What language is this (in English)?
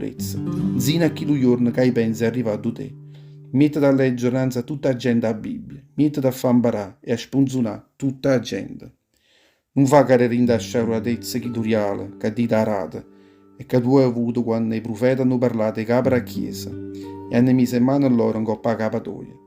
Neapolitan